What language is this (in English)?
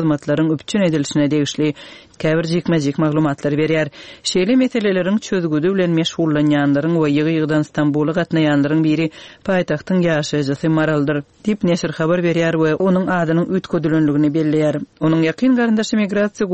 Turkmen